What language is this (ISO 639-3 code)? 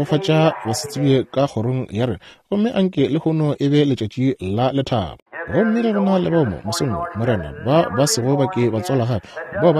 nso